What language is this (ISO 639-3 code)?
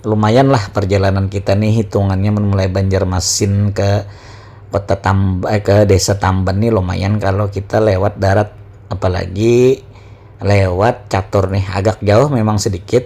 bjn